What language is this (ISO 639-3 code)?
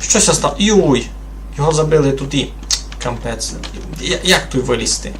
rue